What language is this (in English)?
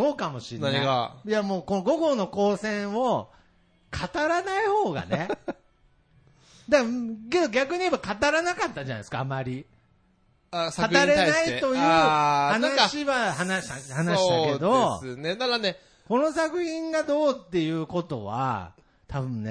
Japanese